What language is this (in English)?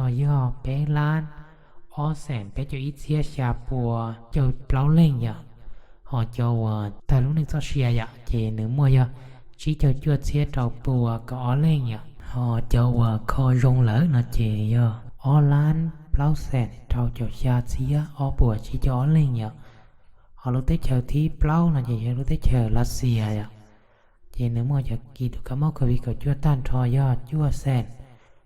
Hmong